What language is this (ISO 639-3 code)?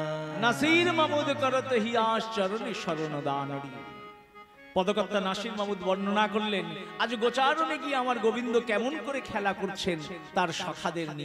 ben